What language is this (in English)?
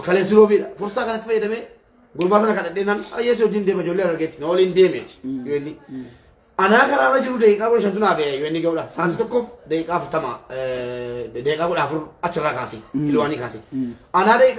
Oromo